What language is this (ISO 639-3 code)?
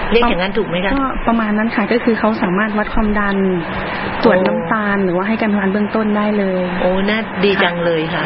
tha